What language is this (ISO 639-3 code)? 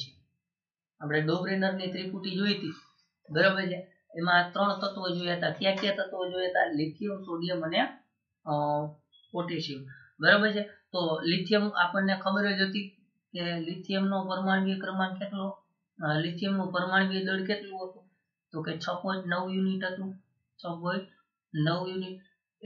guj